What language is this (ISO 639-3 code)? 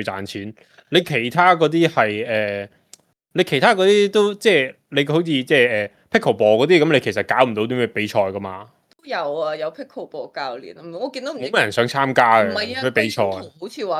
yue